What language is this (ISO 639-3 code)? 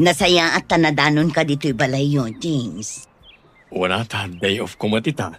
ilo